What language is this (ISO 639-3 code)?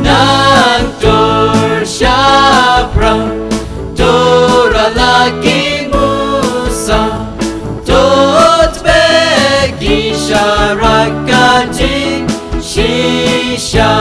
kha